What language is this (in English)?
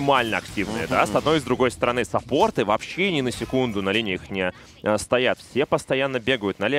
Russian